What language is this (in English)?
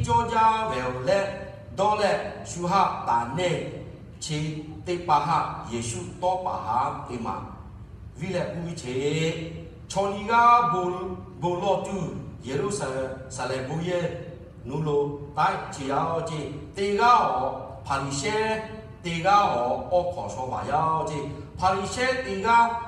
Lahu